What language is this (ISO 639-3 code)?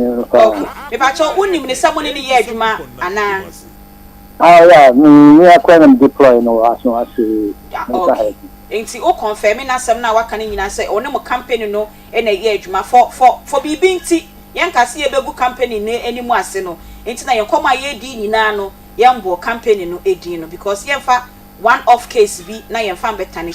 aka